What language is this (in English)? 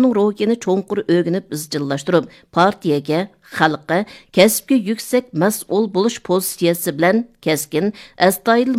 Uyghur